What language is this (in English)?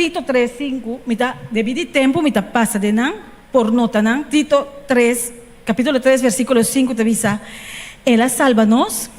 Papiamento